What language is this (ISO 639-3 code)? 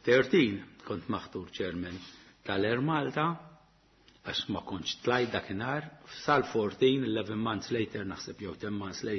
mlt